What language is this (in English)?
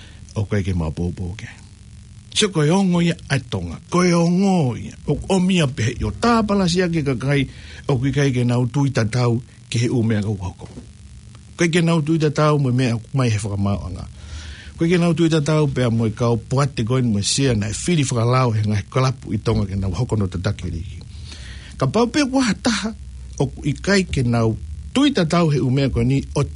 Tongan